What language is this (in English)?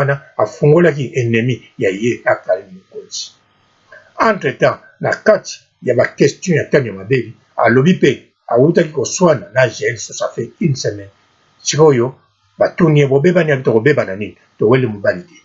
Lingala